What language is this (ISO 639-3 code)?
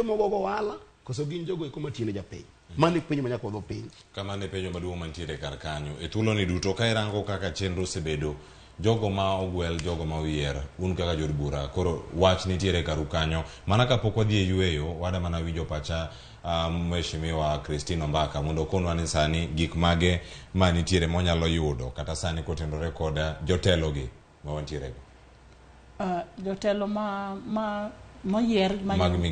luo